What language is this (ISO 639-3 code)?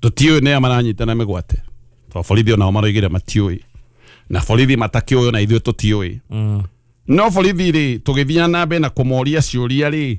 kik